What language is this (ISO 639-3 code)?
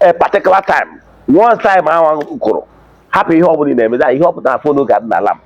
ibo